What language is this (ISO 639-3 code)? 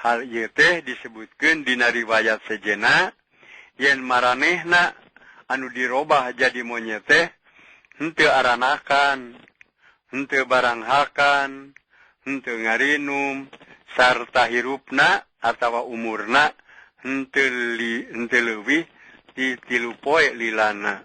sun